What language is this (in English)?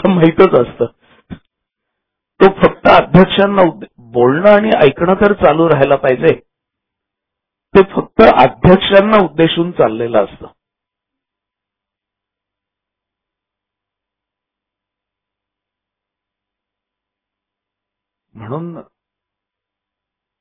Marathi